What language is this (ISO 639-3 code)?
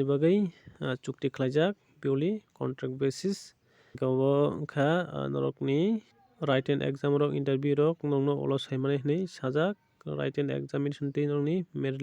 trp